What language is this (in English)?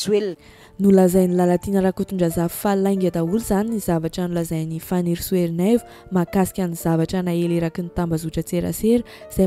Malagasy